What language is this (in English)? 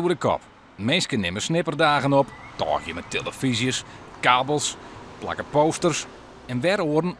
Western Frisian